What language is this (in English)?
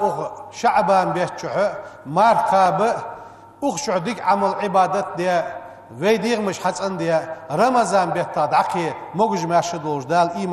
Ingush